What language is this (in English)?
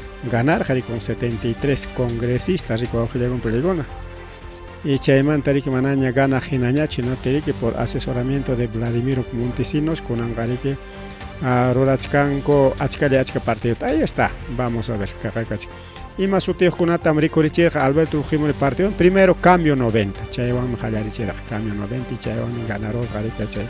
Ayacucho Quechua